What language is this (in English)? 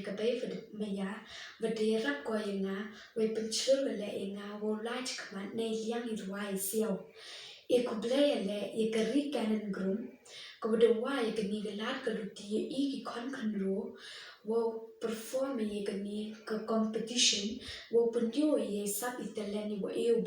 Khasi